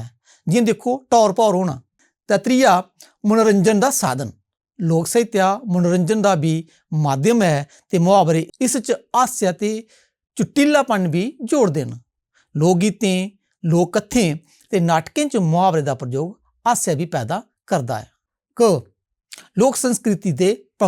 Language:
Dogri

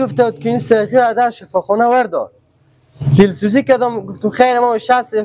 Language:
Persian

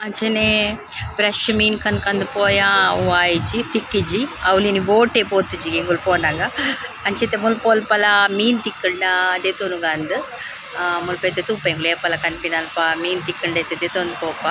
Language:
Tulu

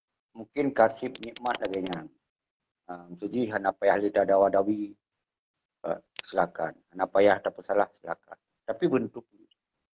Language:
Achinese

